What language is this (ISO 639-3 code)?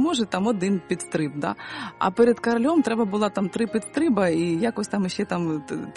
ukr